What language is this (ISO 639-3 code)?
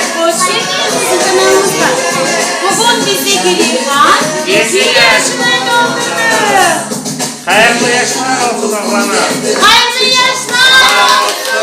crh